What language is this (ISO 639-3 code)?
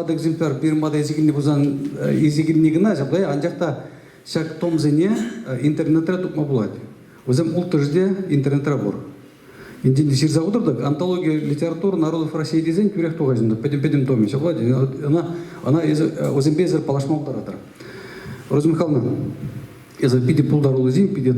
chv